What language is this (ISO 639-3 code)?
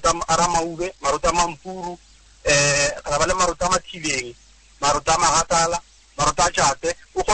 nso